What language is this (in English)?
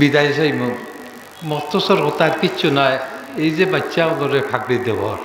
Sylheti